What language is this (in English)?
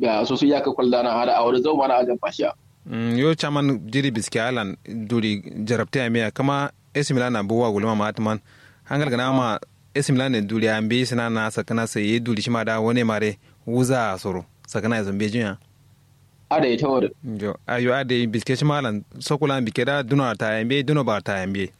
Kanuri